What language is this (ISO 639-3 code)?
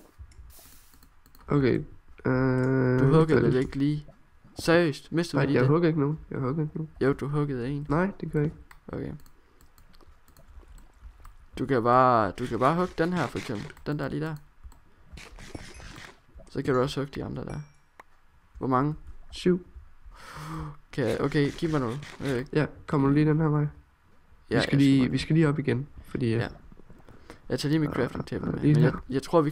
dan